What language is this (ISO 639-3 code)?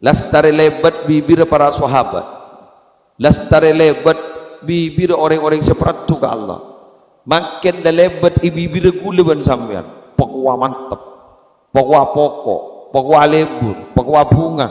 mad